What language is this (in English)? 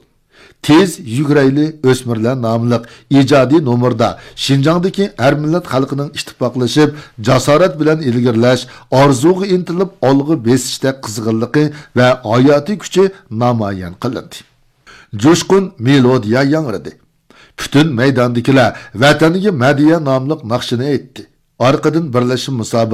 Uyghur